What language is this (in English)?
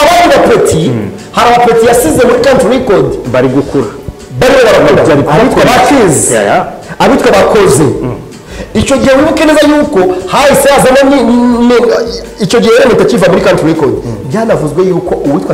Kinyarwanda